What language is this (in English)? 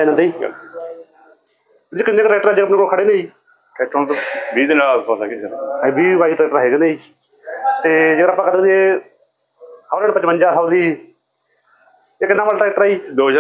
Punjabi